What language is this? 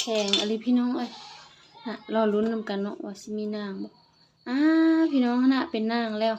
Lao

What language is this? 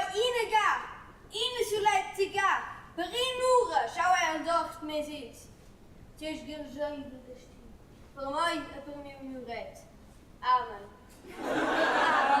Romansh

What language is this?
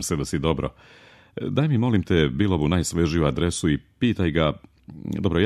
Serbian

